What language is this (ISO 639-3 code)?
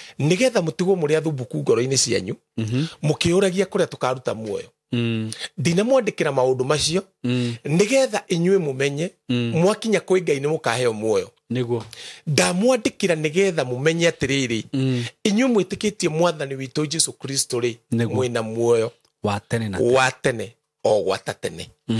kik